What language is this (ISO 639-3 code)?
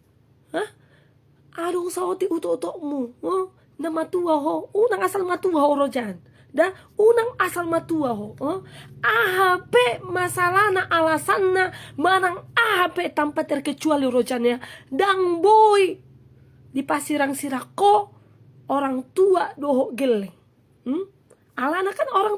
bbc